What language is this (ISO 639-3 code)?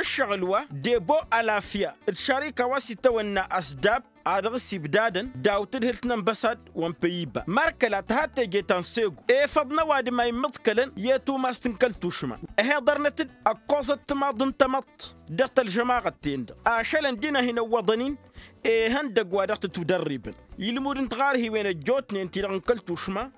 taq